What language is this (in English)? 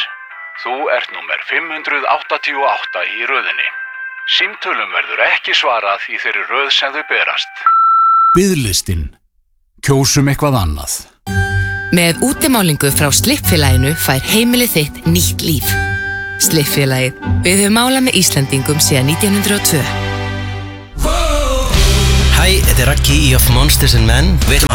Icelandic